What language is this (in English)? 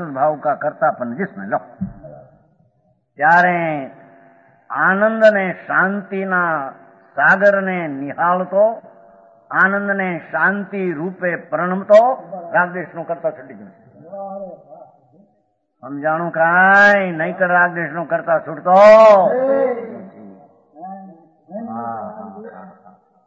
Gujarati